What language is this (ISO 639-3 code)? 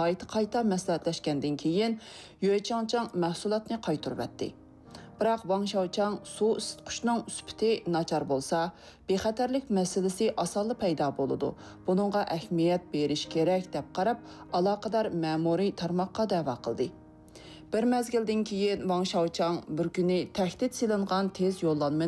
uig